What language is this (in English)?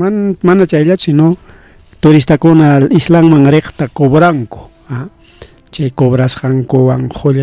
Ayacucho Quechua